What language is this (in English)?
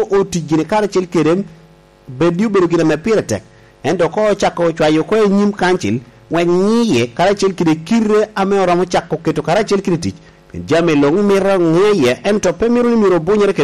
Lango (Uganda)